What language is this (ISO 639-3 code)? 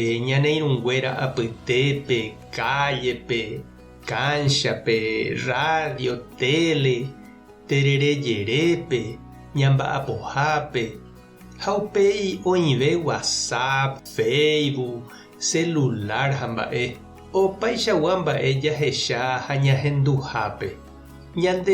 grn